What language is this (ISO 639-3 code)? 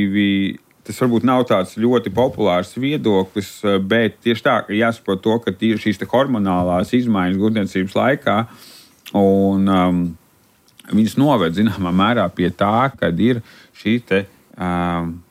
lav